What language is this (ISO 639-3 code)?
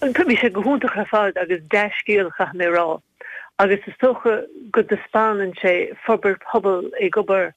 gle